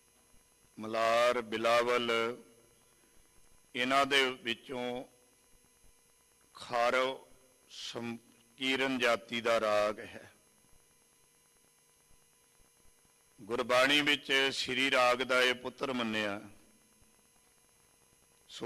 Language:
Punjabi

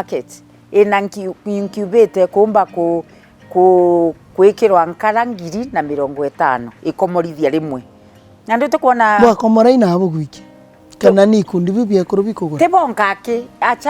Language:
Meru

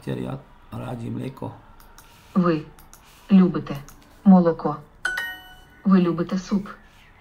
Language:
Slovak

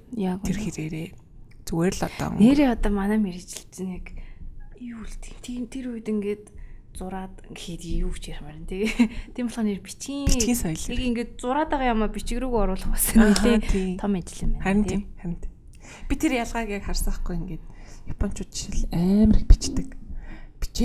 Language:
Mongolian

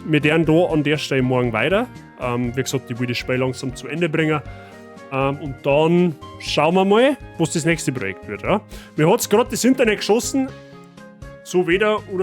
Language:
Bavarian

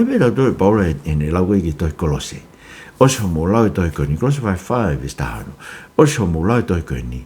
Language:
Tongan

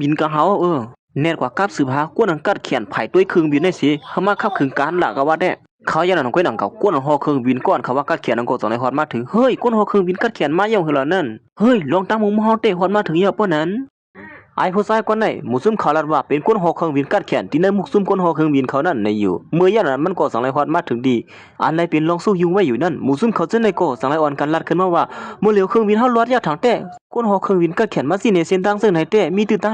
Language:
Shan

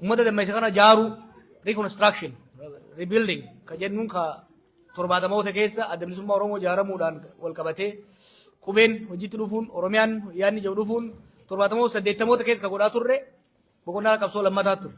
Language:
Oromo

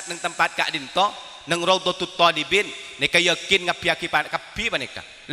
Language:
Madurese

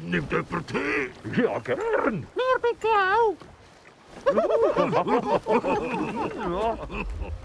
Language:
Swiss German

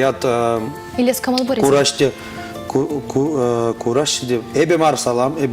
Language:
Chuvash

